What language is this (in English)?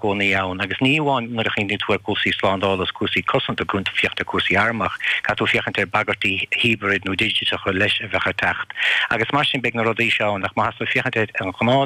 Irish